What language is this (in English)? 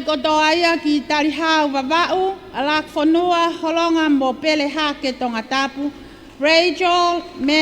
Tongan